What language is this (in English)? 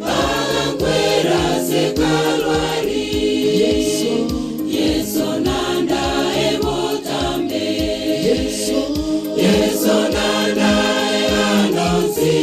Gusii